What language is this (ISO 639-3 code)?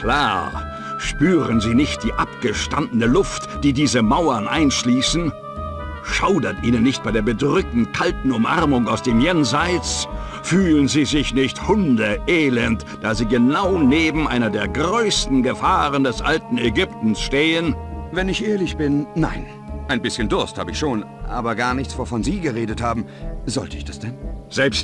bar